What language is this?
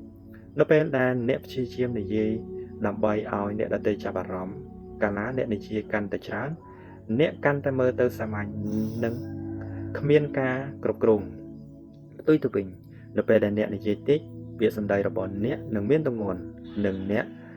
Khmer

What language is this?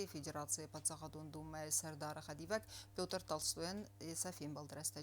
Ossetic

